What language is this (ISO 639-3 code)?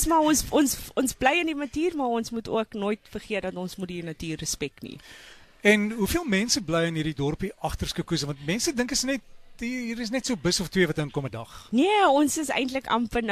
afr